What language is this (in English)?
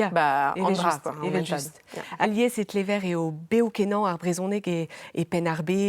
Breton